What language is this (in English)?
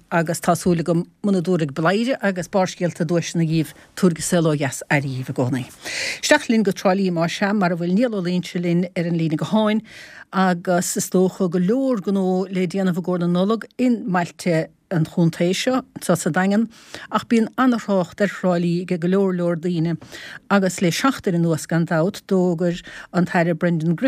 Irish